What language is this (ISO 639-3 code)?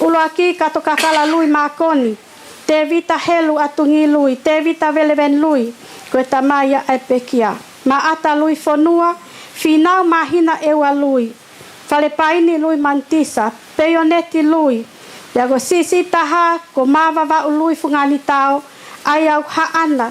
ton